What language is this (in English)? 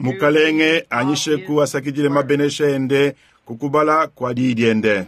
Luba-Lulua